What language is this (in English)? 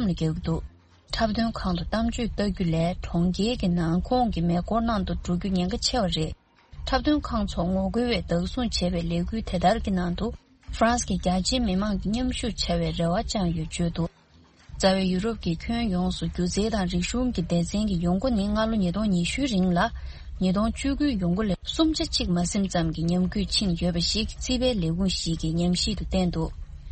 Tibetan